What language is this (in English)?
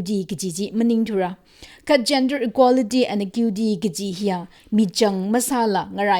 Tangkhul Naga (India)